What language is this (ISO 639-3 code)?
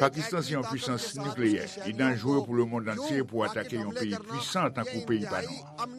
hat